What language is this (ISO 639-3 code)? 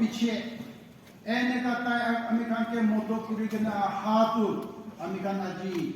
nag